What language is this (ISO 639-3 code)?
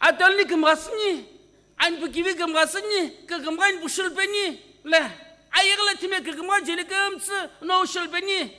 nsm